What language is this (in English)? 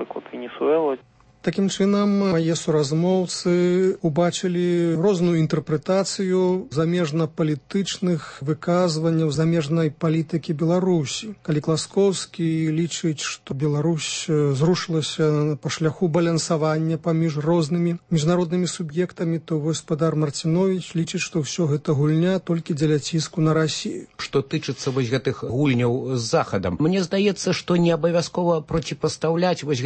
Belarusian